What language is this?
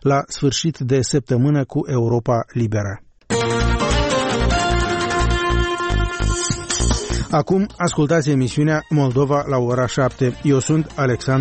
Romanian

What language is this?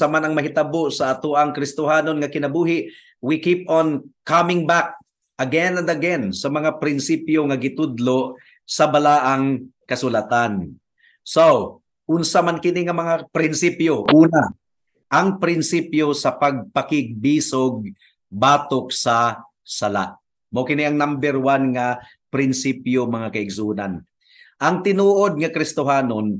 Cebuano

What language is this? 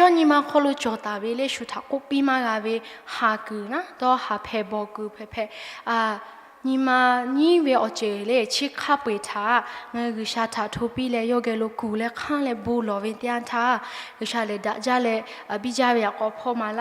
Lahu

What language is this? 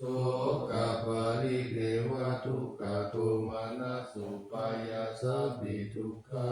Pali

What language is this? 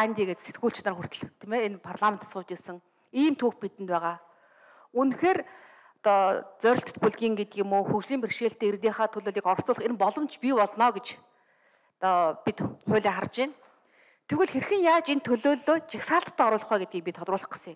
Mongolian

